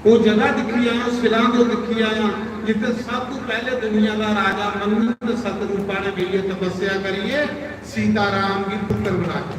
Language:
Dogri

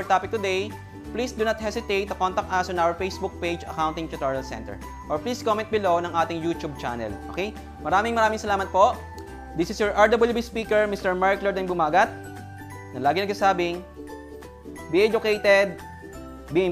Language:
Filipino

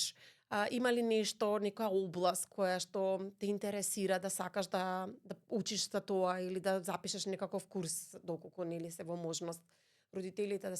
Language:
Macedonian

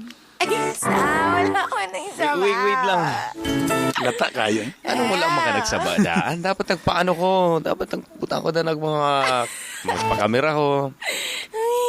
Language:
Cebuano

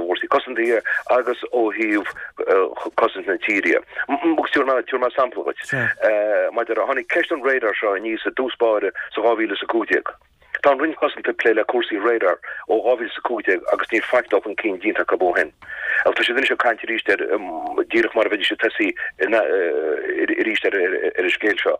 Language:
Irish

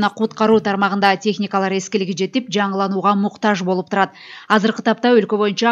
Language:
Kyrgyz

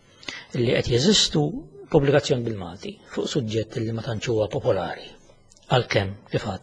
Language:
Maltese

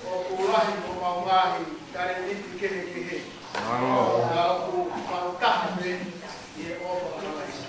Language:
Tongan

